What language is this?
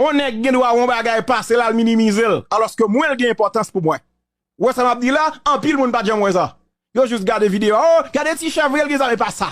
Haitian Creole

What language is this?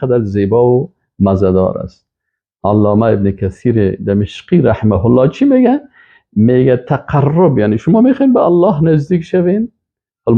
Persian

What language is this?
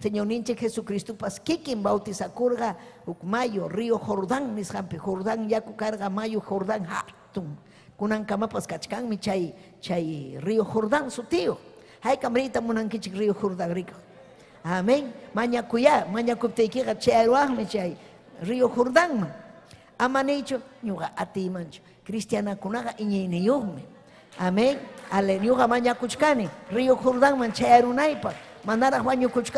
Ayacucho Quechua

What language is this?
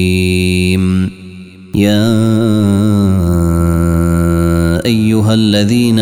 Arabic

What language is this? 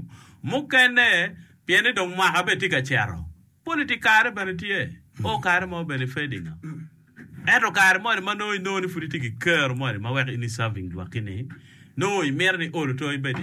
Acoli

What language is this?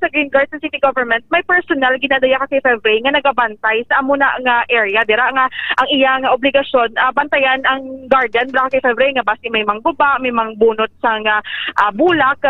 Hiligaynon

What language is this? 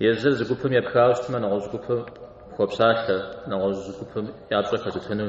Kabardian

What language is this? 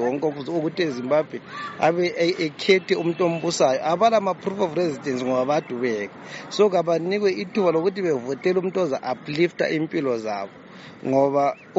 North Ndebele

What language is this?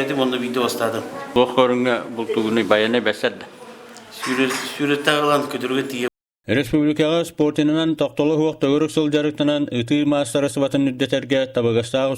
Yakut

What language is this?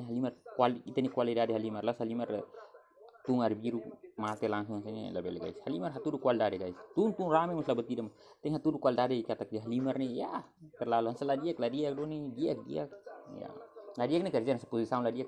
Tetum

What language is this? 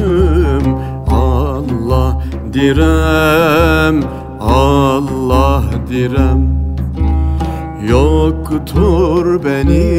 Turkish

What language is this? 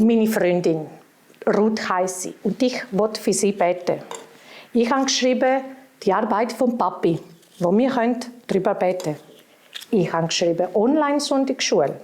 Swiss German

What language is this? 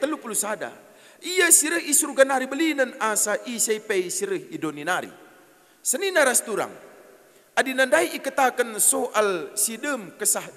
Batak Karo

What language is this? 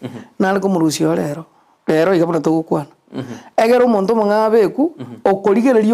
Gusii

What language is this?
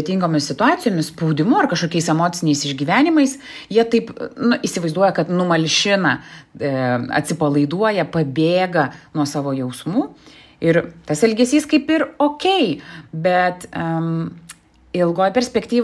Lithuanian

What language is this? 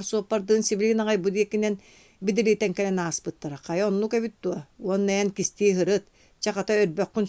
Yakut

